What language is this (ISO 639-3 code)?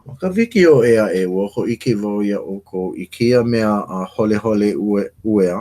haw